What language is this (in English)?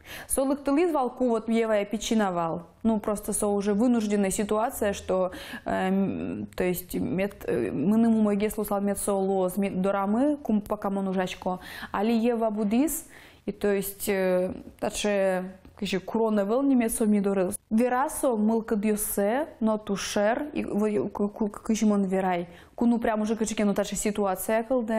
Udmurt